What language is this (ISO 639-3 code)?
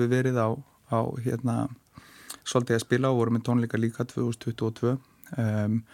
isl